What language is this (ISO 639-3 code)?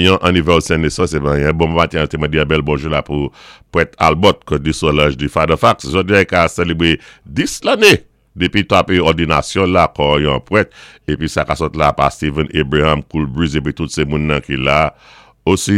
acf